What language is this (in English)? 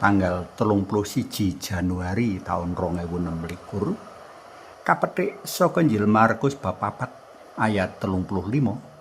Javanese